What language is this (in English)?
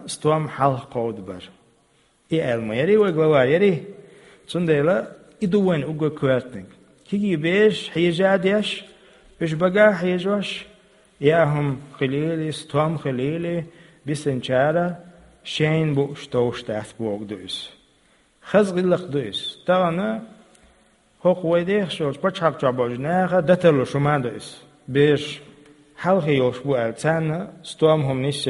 Chechen